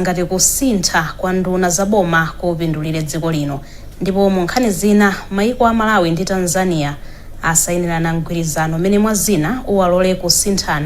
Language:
Nyanja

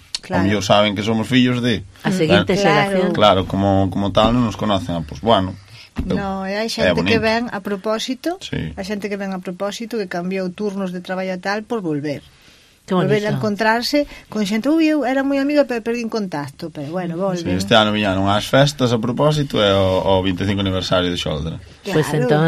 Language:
Galician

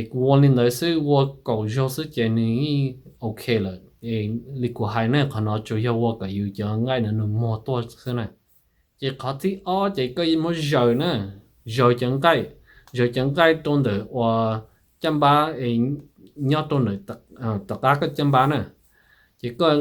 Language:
Hmong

